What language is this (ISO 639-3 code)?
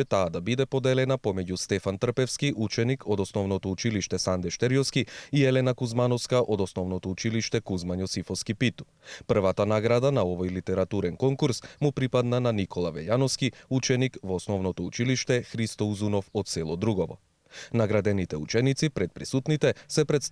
mkd